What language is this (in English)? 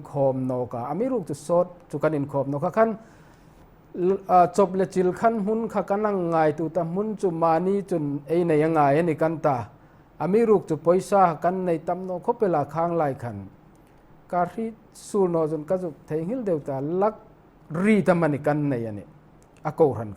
Hmar